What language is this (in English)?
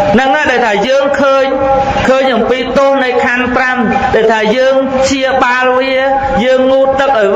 Khmer